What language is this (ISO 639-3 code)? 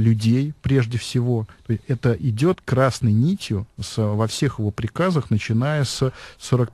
rus